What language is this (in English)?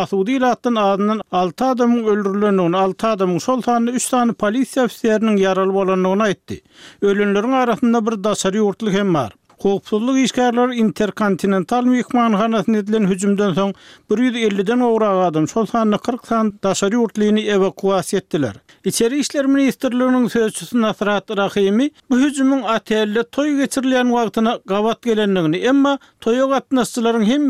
Turkmen